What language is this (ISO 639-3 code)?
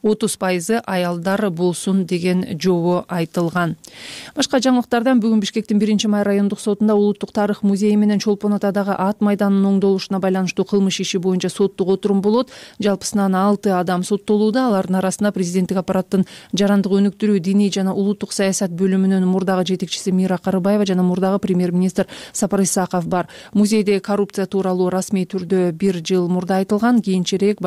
kir